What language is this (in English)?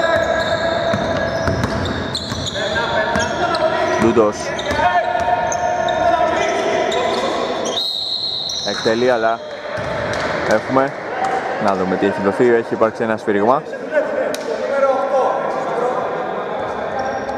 Greek